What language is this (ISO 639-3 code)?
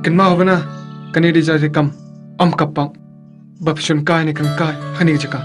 kha